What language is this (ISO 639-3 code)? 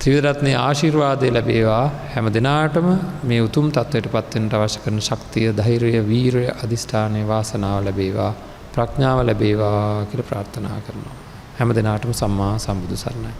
sin